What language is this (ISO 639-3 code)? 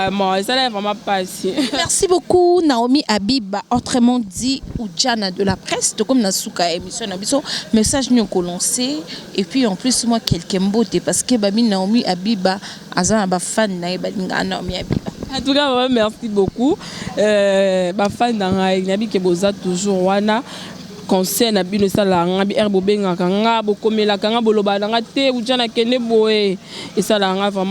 lin